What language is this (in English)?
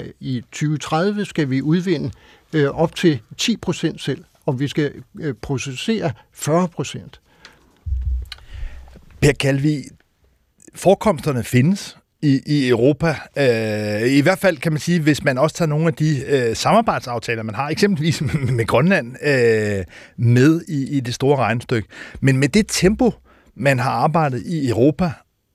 Danish